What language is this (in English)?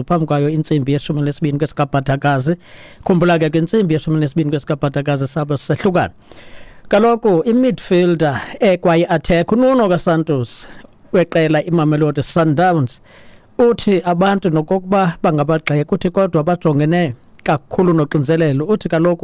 Xhosa